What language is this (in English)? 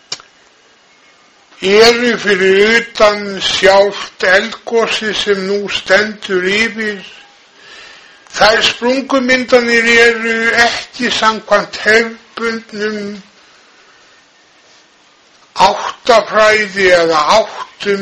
Icelandic